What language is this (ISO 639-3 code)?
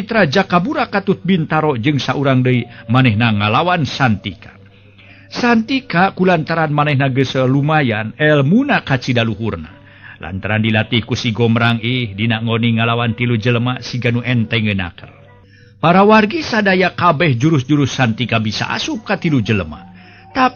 sun